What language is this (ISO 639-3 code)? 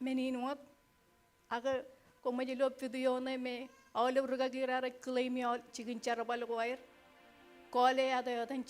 mah